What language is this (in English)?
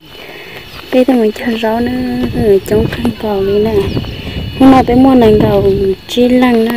Hmong